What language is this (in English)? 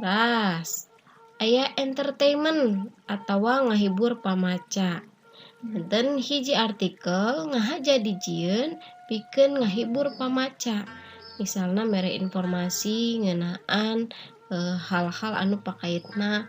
Sundanese